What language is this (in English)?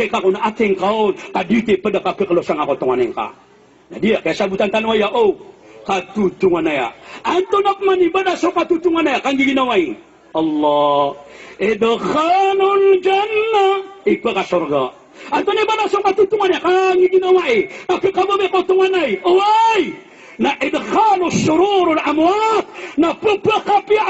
Maranao